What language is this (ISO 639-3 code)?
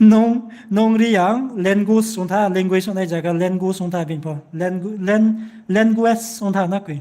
ria